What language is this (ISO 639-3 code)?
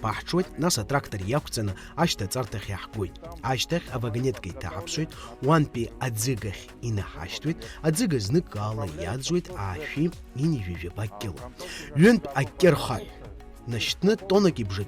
abk